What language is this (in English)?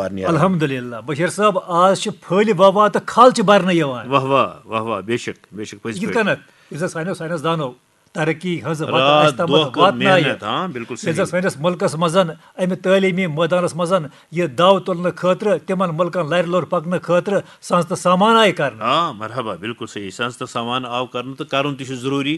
Kashmiri